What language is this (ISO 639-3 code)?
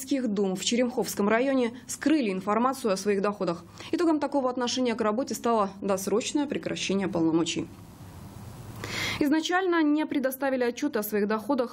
rus